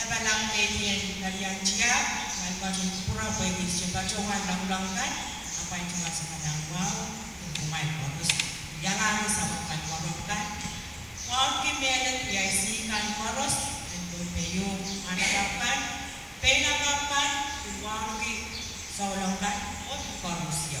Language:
Pohnpeian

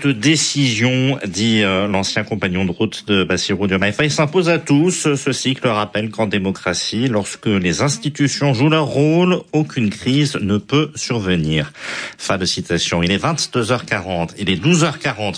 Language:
French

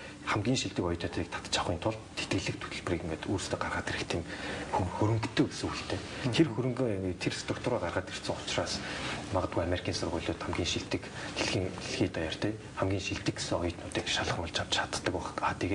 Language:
Mongolian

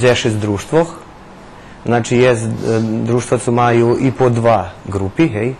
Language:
Rusyn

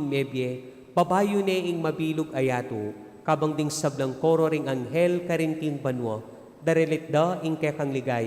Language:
Pampanga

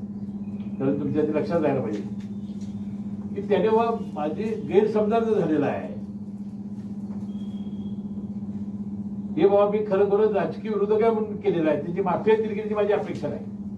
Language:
Marathi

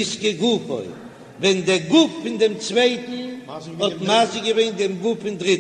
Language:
Yiddish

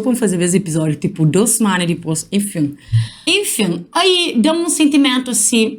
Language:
Kabuverdianu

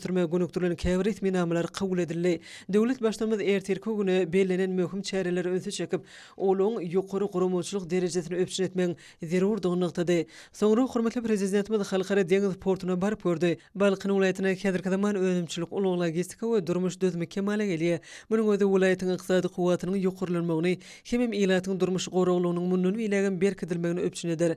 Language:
Turkmen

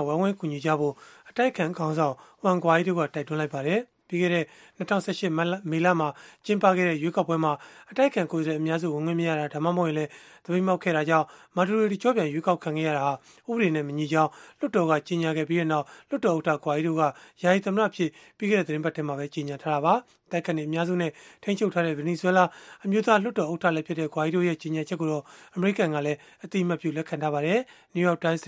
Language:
Burmese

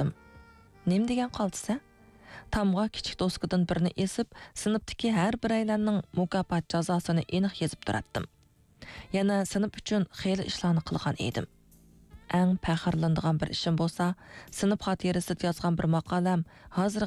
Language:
Uyghur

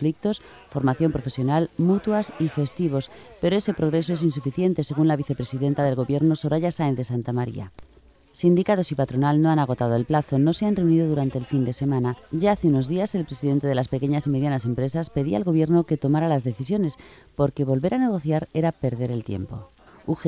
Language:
Spanish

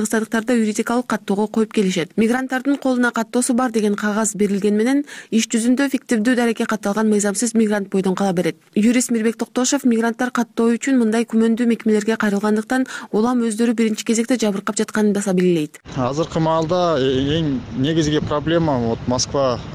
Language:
Kyrgyz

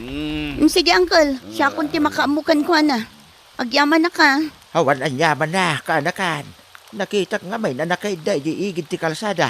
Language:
Iloko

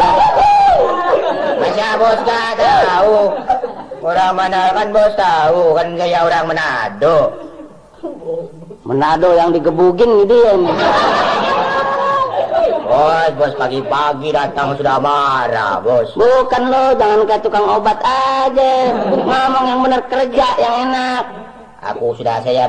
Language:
Indonesian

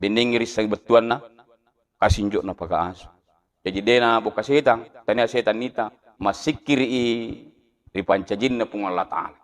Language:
Buginese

